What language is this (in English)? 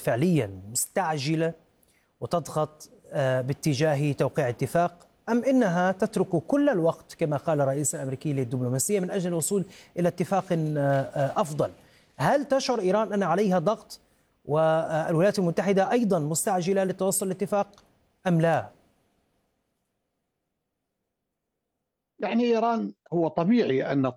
Arabic